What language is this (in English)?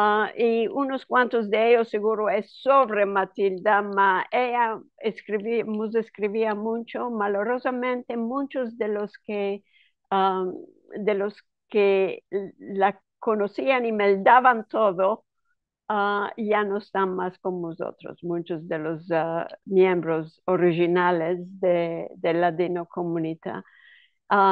Ladino